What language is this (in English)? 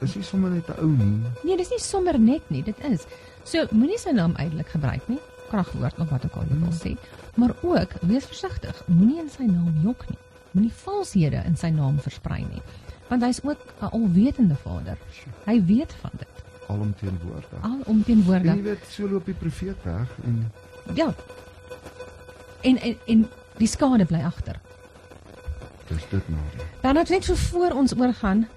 Afrikaans